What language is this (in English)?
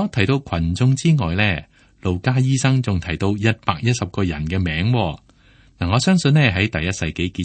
Cantonese